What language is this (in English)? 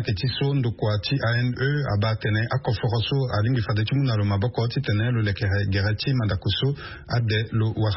Sango